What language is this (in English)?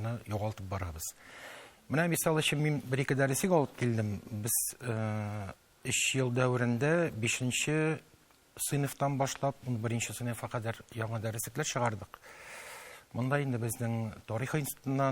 Tatar